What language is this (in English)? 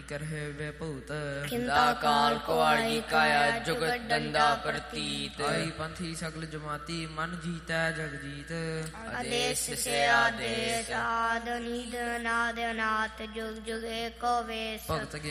Punjabi